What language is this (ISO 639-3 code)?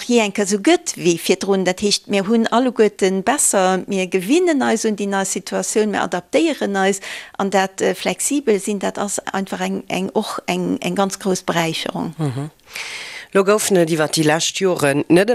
ltz